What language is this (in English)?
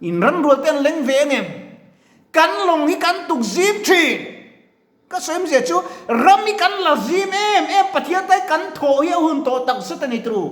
Mizo